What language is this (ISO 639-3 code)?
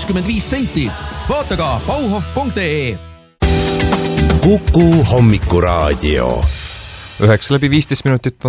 est